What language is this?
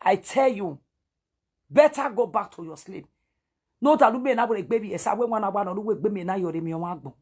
Nigerian Pidgin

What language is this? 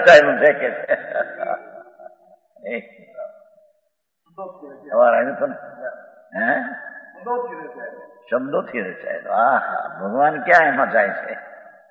Gujarati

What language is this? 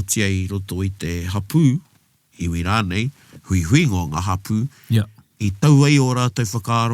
Māori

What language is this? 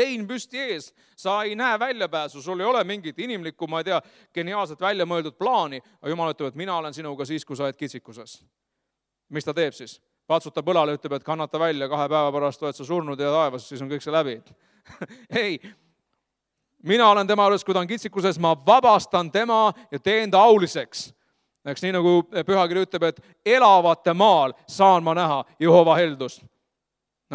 Estonian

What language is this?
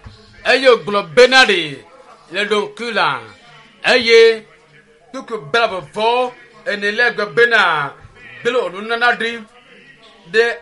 Ewe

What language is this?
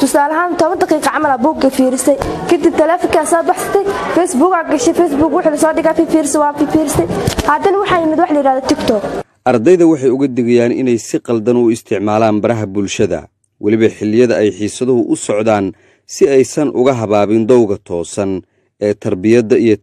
Somali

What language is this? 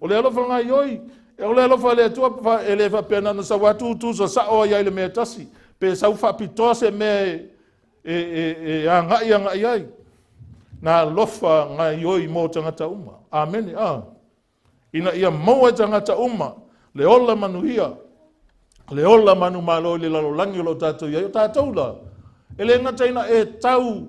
Samoan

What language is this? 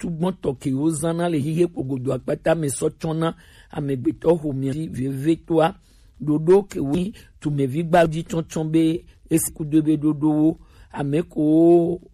Gen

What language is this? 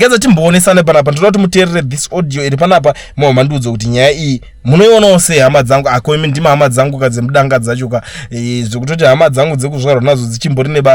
Shona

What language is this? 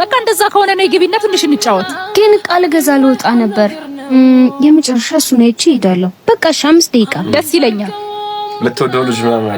Amharic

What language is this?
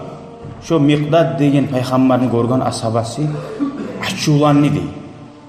Kumyk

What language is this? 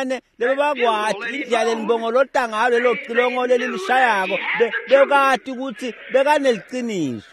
Swati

